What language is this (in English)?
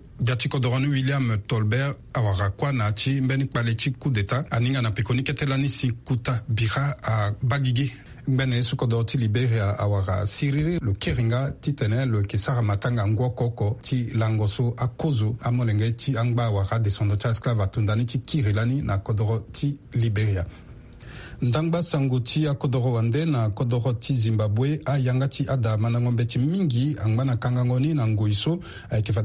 Sango